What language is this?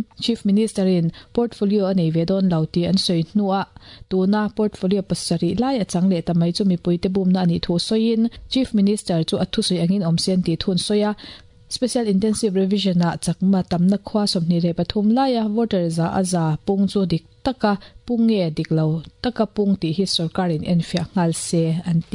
Mizo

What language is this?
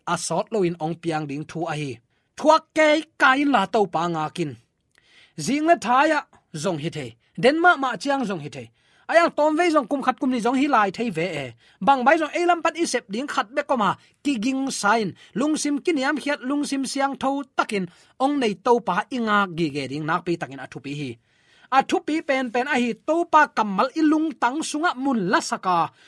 Tedim Chin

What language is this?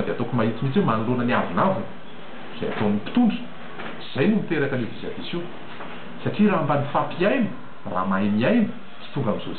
Malagasy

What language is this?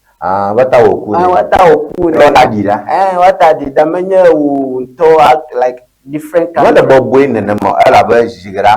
Ewe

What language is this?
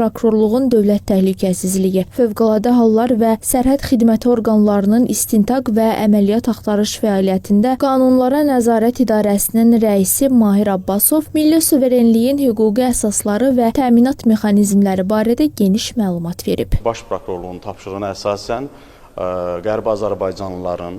Azerbaijani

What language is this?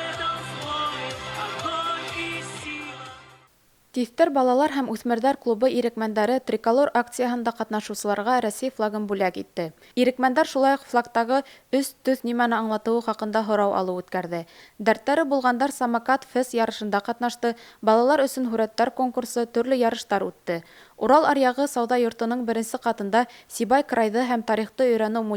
Bashkir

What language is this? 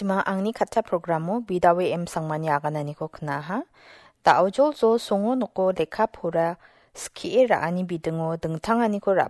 Garo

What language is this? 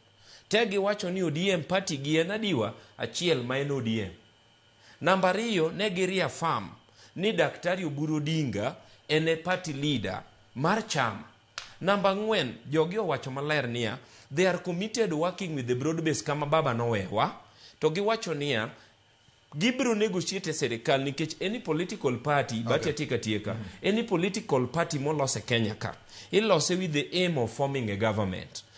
Luo (Kenya and Tanzania)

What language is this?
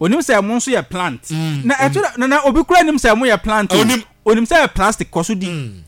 Akan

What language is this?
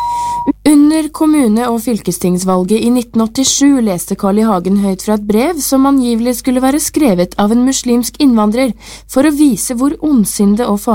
Norwegian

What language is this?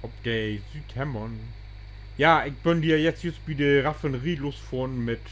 Low German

